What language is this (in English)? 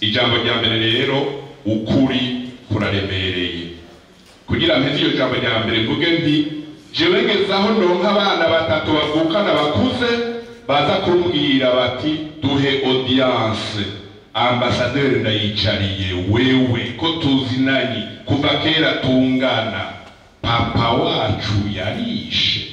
Rundi